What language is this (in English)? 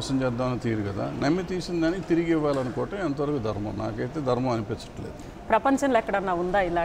Telugu